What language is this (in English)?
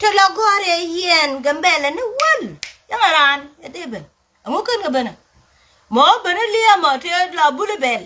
Nuer